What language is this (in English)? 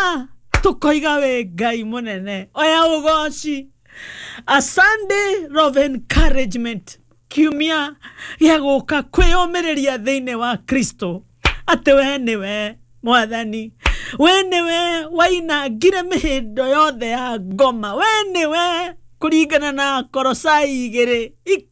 Kikuyu